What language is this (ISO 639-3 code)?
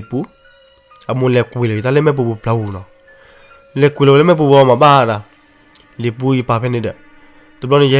ksw